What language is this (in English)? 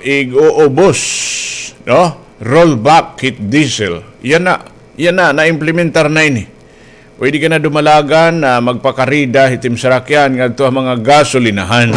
Waray